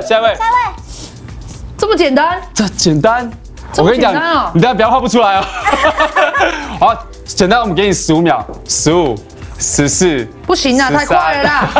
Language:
Chinese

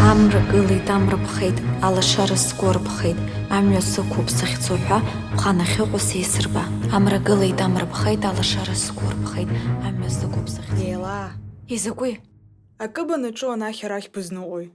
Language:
Abkhazian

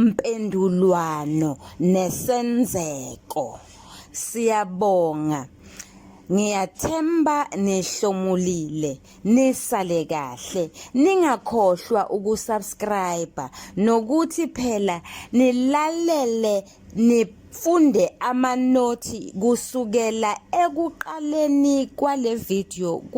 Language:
Zulu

